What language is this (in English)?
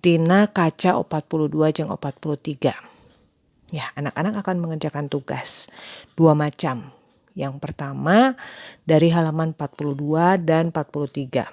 Sundanese